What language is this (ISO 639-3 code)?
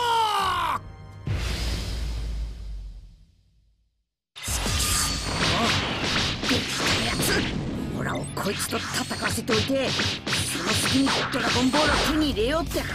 jpn